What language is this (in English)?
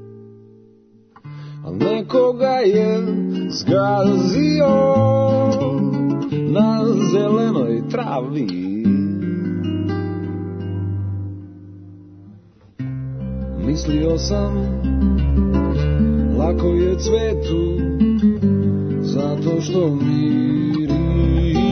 Serbian